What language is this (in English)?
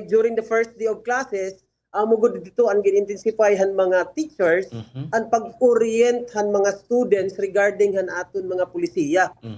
Waray